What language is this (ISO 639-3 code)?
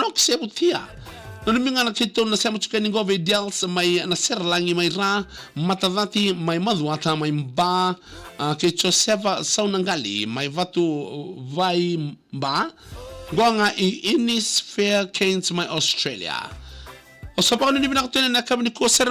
fij